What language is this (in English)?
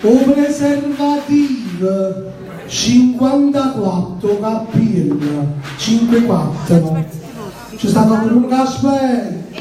Neapolitan